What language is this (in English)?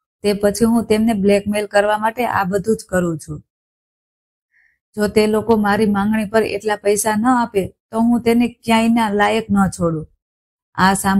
Gujarati